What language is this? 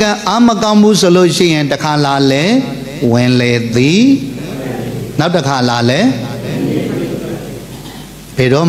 Burmese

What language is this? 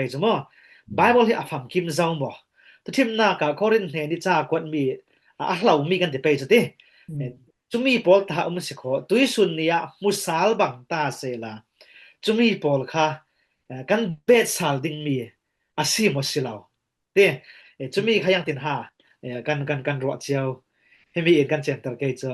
Falam Chin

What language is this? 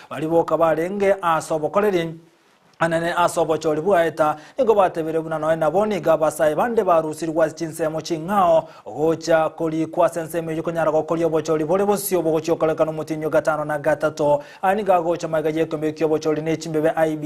Gusii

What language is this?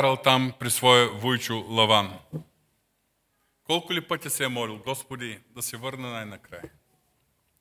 Bulgarian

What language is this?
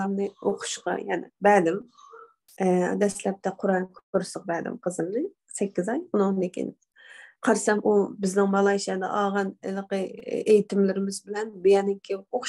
Uyghur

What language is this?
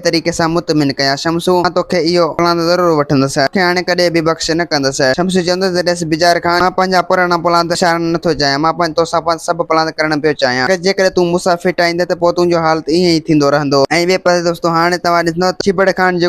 Sindhi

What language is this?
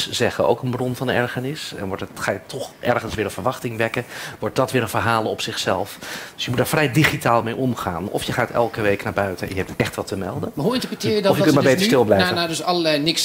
Dutch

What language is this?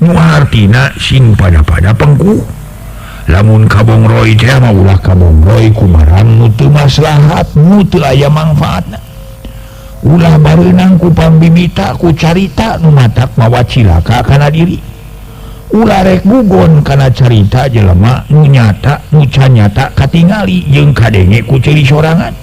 Sundanese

